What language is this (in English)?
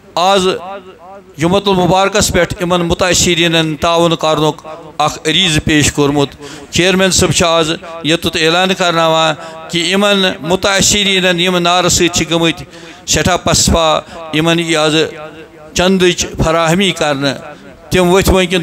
Kashmiri